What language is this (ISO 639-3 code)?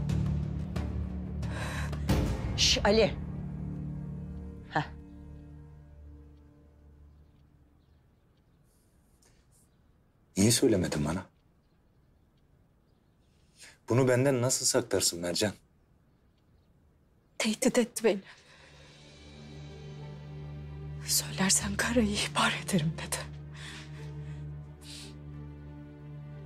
tur